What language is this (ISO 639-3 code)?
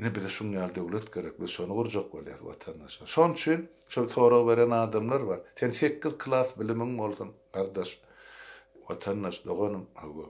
tuk